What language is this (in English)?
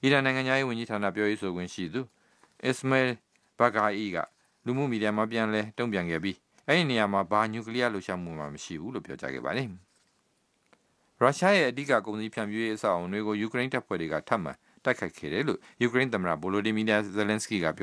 Burmese